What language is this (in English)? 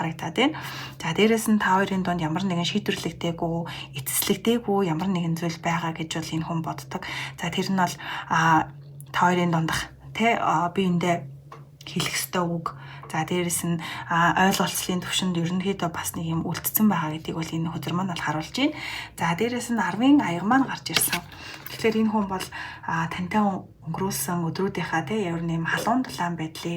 Mongolian